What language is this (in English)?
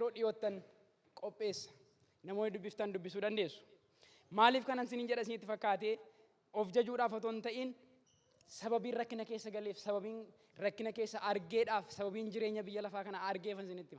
Oromo